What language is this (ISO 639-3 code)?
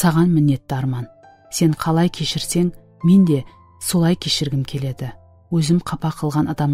kaa